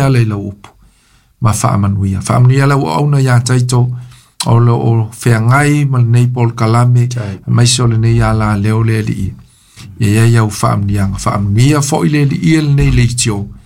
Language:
Samoan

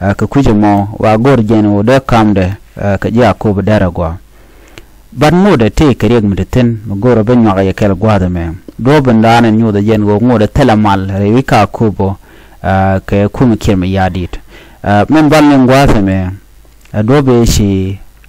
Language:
Nuer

